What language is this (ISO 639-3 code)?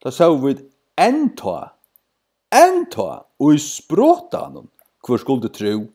fao